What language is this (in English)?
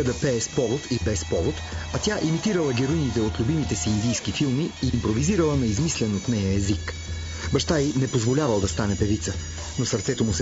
Bulgarian